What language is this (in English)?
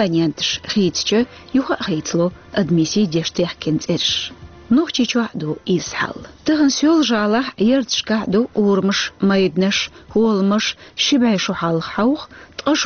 Chechen